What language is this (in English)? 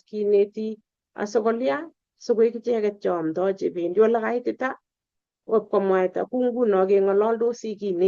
Kalenjin